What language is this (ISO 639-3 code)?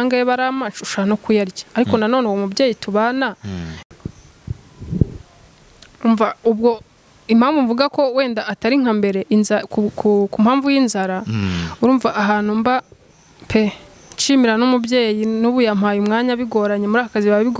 kin